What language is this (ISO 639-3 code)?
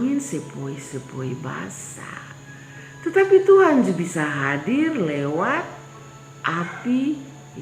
mkn